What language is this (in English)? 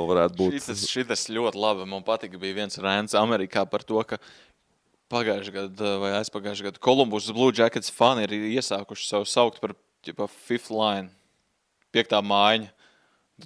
Latvian